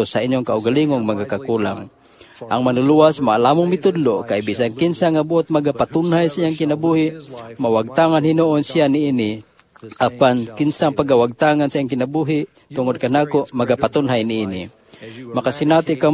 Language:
Cebuano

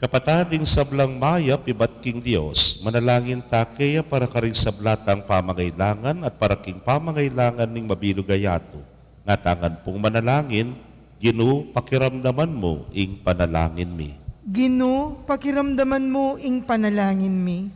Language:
Pampanga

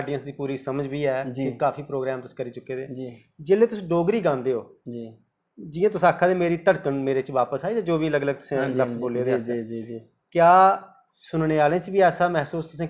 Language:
Dogri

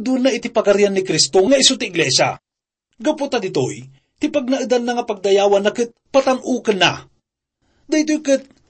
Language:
Iloko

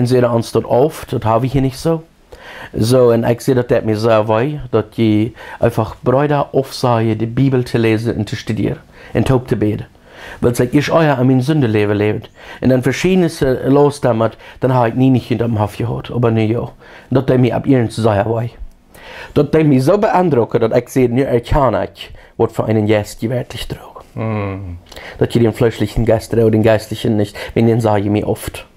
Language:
Plautdietsch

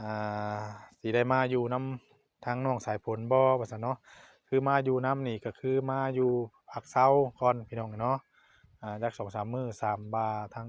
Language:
Northeastern Thai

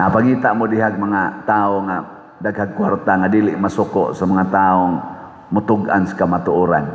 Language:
Cebuano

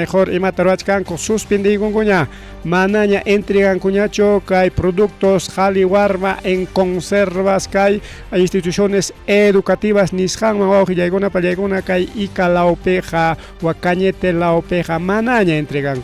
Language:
Ayacucho Quechua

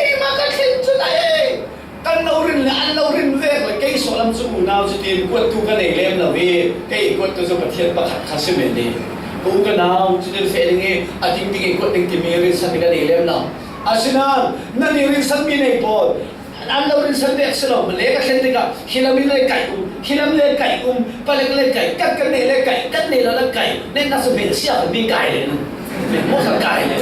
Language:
Falam Chin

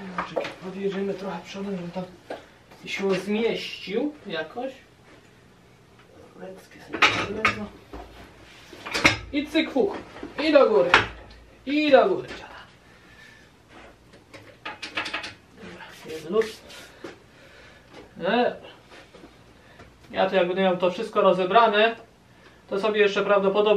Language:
Polish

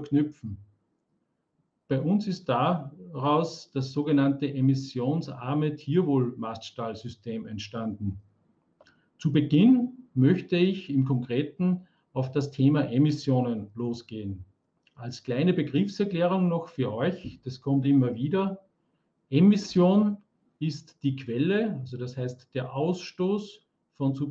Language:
German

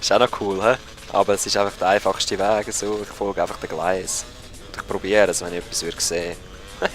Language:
Swiss German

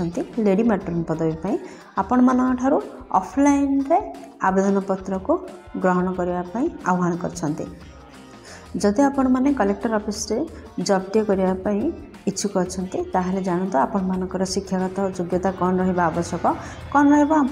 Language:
Odia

